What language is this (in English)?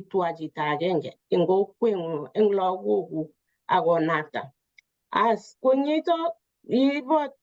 Kalenjin